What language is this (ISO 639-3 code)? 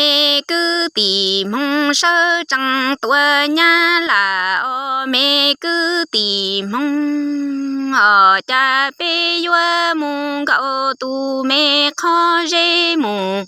hmn